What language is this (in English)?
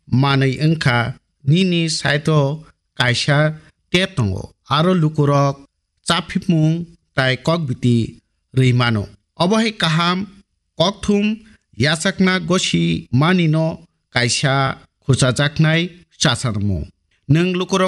Kok Borok